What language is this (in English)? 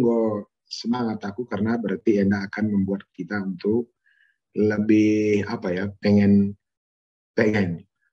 Batak Karo